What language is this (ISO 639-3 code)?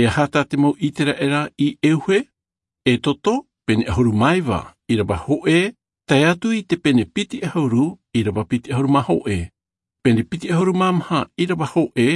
tah